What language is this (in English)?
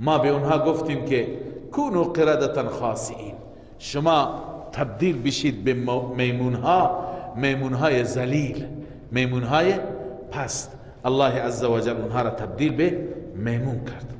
Persian